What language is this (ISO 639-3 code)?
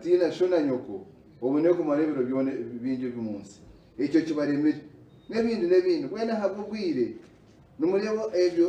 nyn